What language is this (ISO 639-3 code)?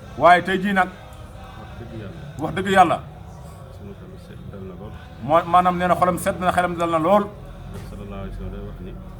wol